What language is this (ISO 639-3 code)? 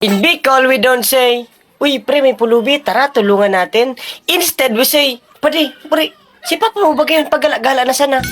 bik